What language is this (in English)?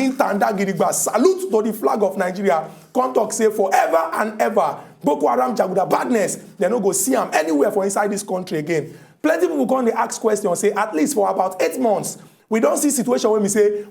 Nigerian Pidgin